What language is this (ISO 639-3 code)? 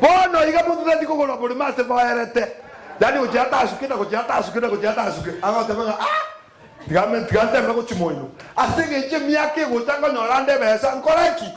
guz